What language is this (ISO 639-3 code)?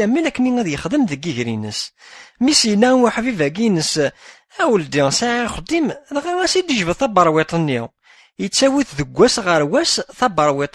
kab